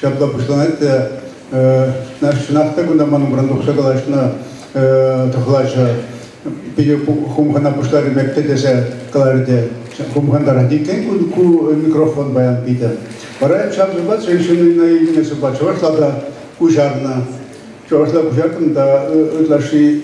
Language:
Chuvash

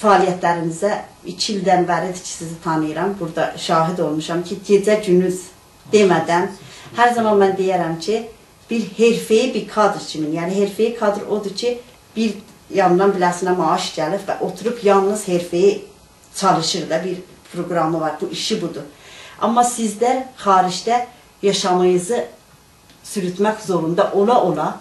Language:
South Azerbaijani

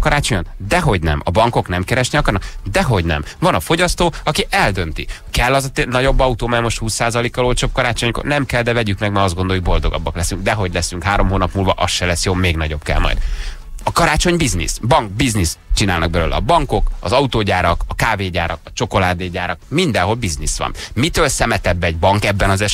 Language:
Hungarian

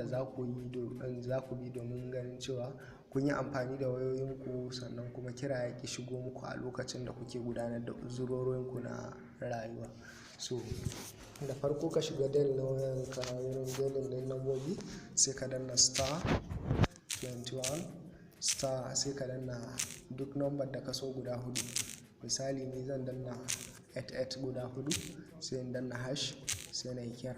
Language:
Hausa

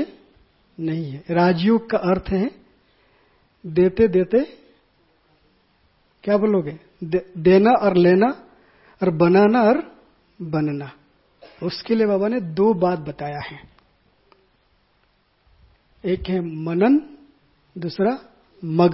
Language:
Hindi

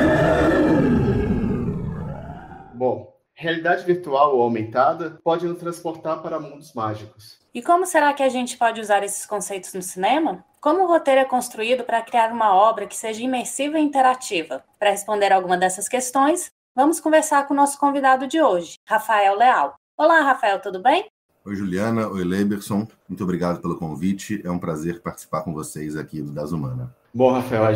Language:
Portuguese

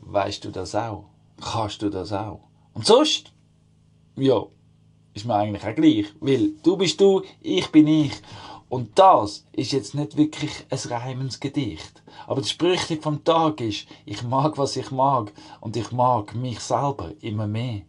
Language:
Swiss German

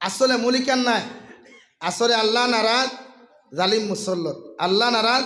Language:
Sylheti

